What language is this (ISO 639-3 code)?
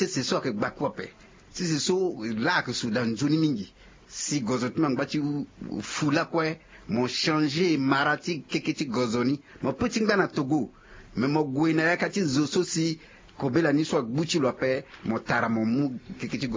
sag